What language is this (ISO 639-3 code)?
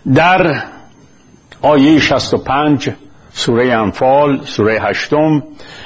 fas